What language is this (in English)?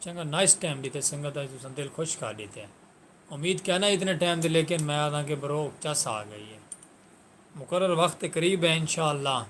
Saraiki